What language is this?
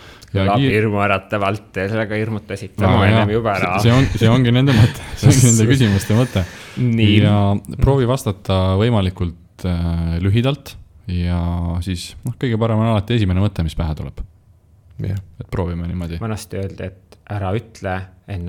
Estonian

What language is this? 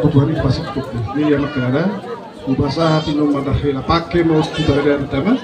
Batak Toba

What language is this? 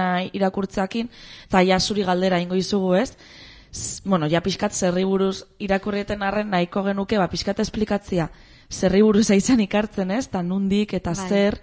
Basque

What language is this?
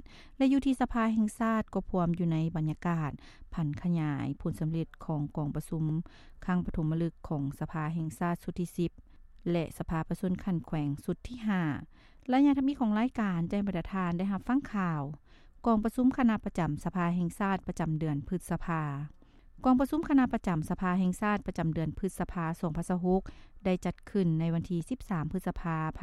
Lao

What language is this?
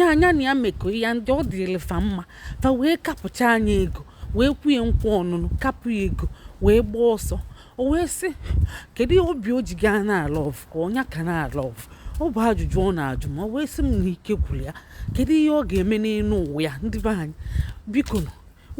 Igbo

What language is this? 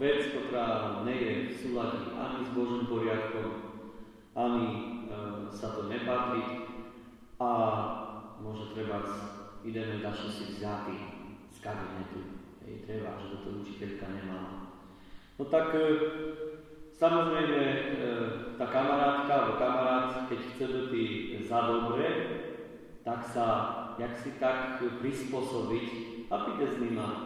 Slovak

